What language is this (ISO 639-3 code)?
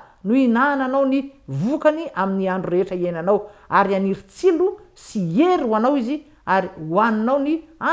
mlg